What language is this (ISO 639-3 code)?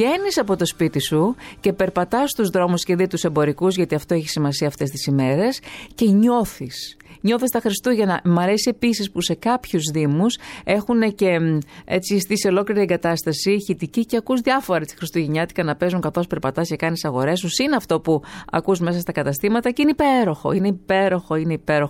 ell